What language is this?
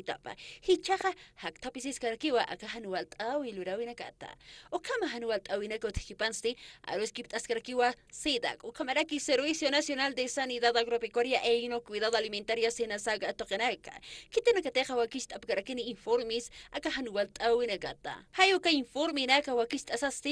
Aymara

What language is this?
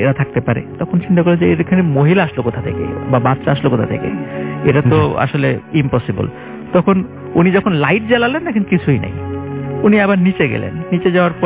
Bangla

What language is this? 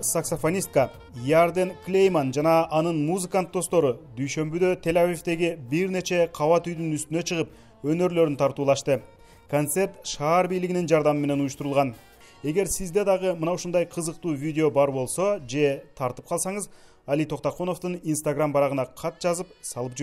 Kyrgyz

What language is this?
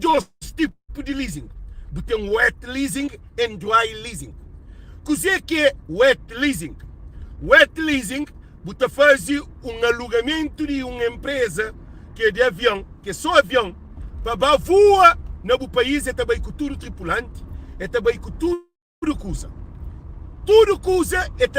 Kabuverdianu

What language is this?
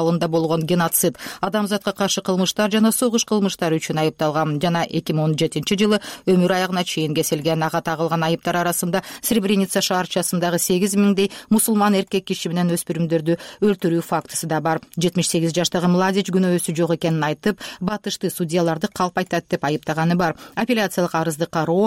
Kyrgyz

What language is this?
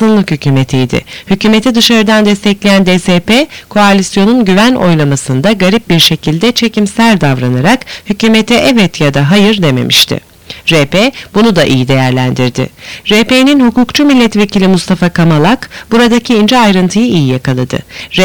Turkish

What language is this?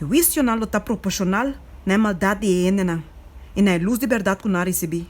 Papiamento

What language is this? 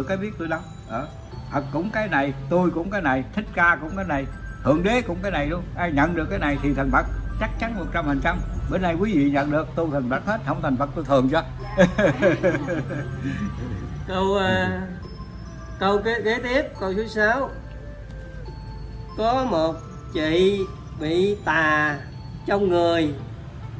Vietnamese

